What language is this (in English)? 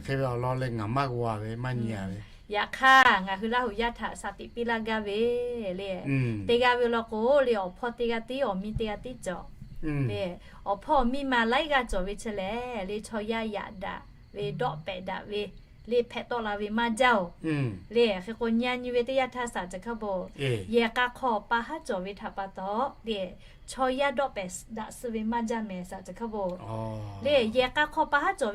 Lahu